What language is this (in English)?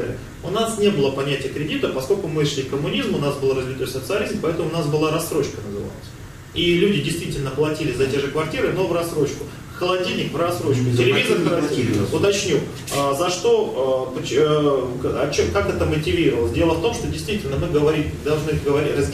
Russian